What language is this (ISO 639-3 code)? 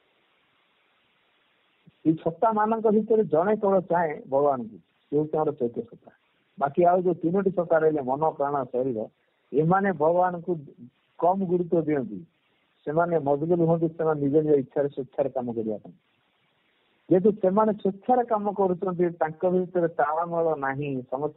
ori